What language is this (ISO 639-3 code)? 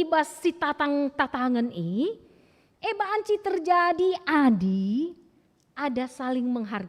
btx